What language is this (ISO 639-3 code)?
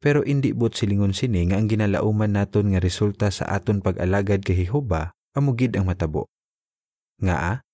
hil